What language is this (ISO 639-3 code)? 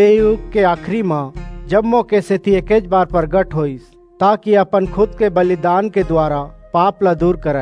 hne